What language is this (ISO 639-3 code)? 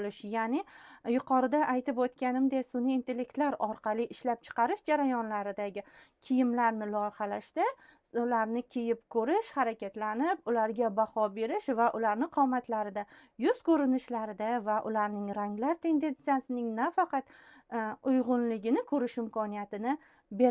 uzb